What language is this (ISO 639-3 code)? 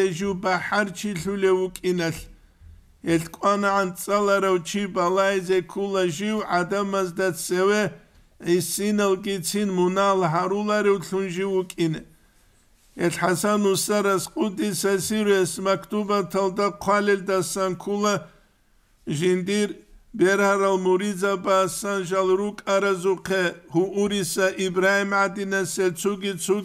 ava